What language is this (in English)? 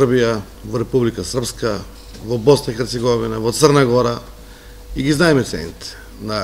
Macedonian